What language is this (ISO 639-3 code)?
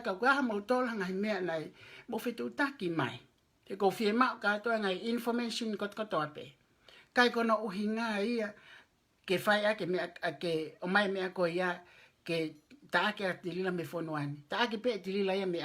ton